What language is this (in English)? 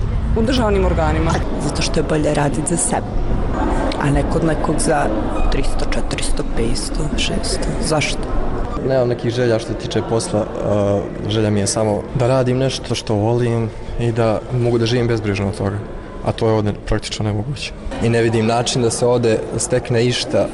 Bosnian